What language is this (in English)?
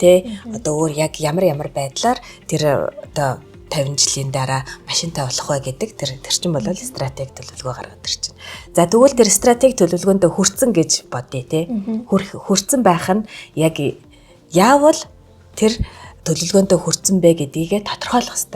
Mongolian